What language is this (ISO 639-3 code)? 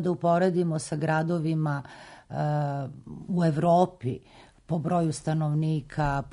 srp